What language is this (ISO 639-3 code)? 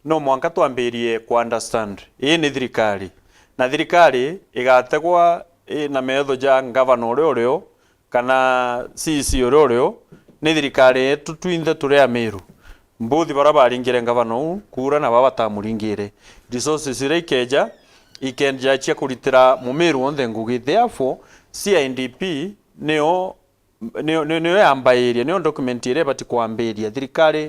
mer